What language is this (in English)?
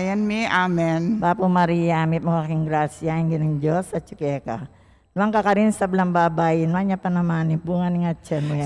Pampanga